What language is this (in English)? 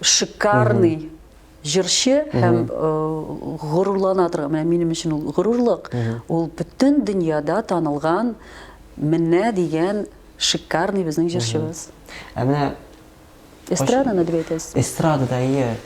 Tatar